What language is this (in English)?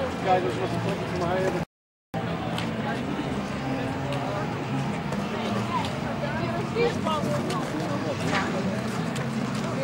Dutch